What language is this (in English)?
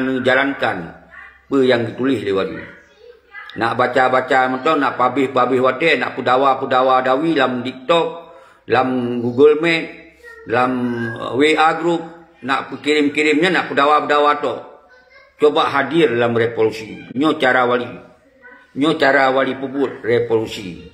Achinese